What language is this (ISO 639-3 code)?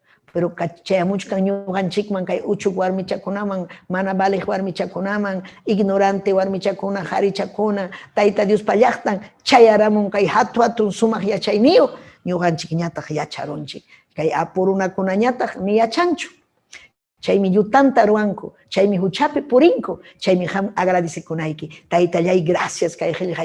quy